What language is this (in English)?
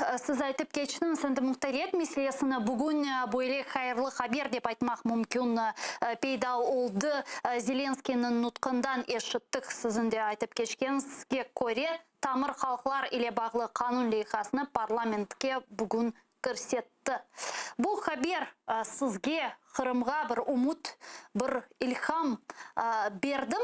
Crimean Tatar